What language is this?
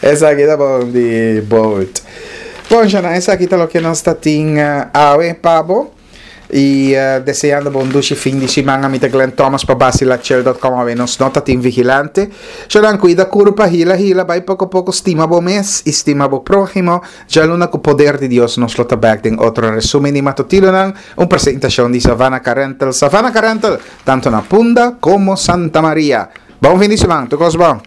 Papiamento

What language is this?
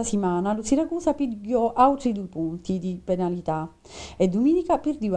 Sicilian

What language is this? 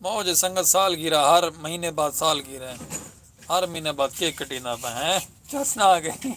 Saraiki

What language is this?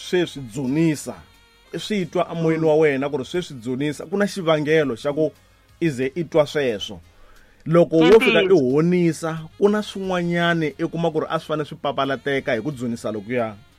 Tsonga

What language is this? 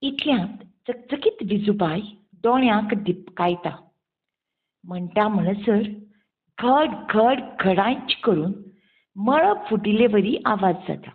Konkani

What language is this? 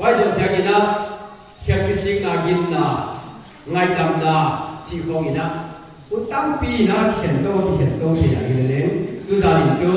Paite Chin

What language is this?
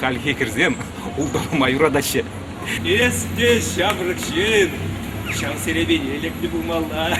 Chuvash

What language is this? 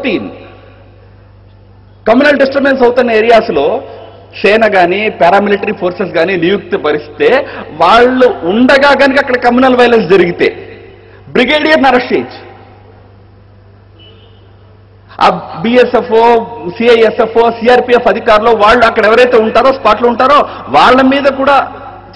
Telugu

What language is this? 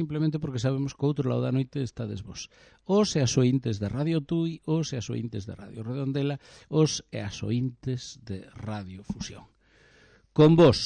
Galician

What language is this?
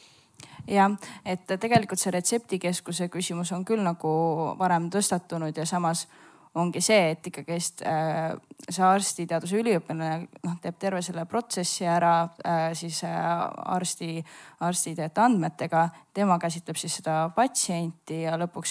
Estonian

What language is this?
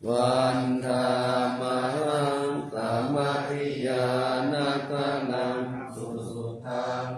Pali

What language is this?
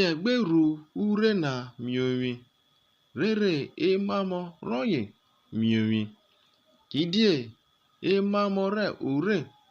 Urhobo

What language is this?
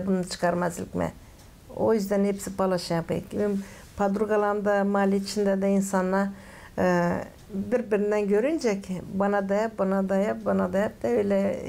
Gagauz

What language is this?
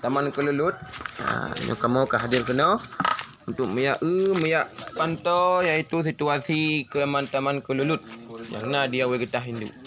Achinese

